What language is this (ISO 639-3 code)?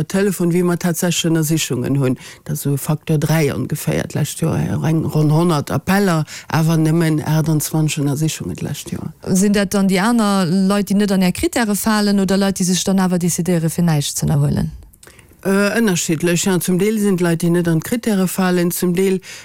ltz